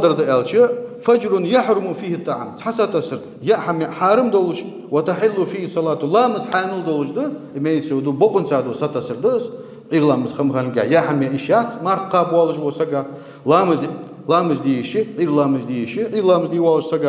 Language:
Ingush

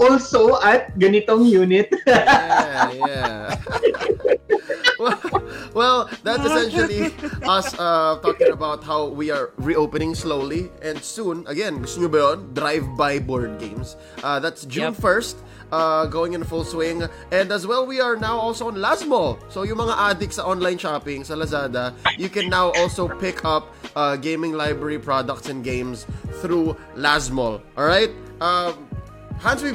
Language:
Filipino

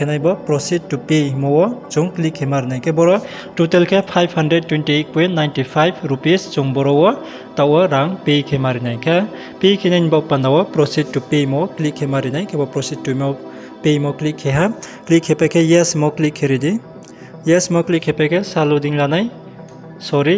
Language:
Riang (India)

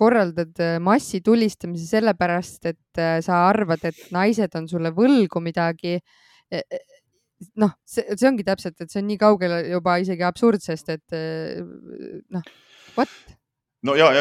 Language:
Estonian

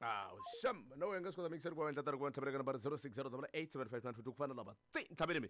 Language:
Tsonga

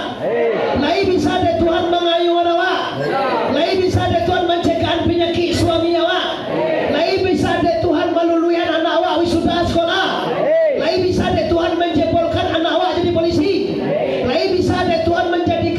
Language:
Minangkabau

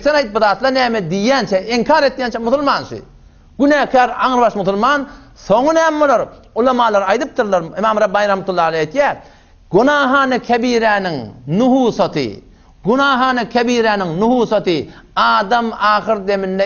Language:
Turkmen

